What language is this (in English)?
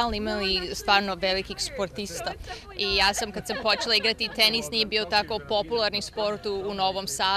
Serbian